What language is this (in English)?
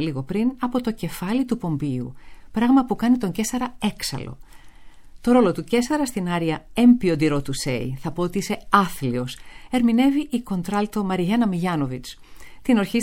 Greek